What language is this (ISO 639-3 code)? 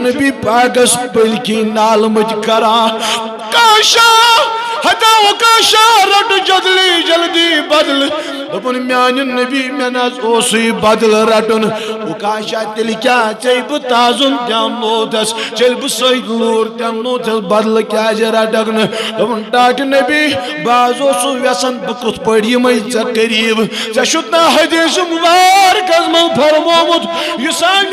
kas